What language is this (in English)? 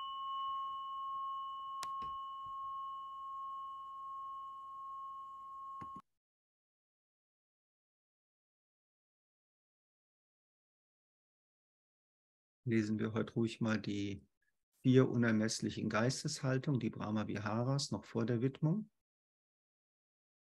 German